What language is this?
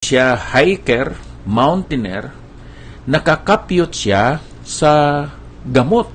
Hiligaynon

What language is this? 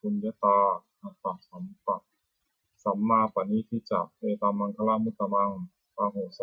Pali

